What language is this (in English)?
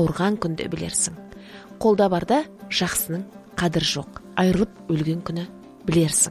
Kazakh